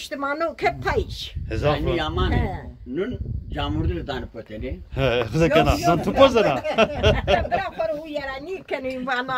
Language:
Zaza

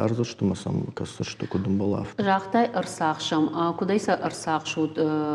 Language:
Ossetic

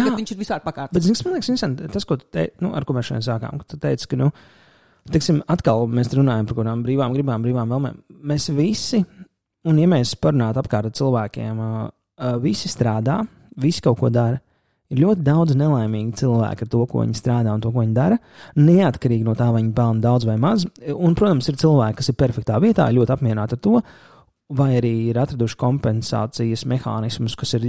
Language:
Latvian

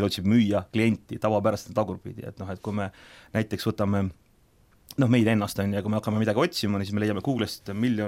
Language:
Estonian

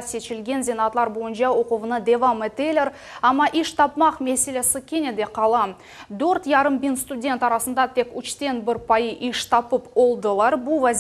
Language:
Crimean Tatar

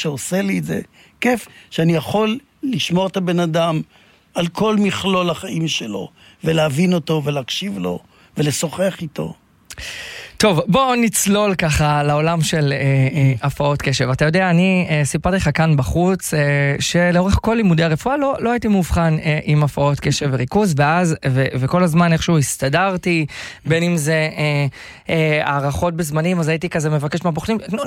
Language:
Hebrew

